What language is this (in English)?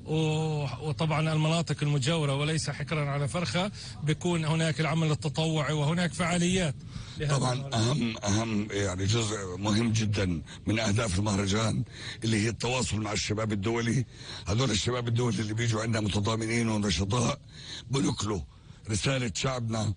North Levantine Arabic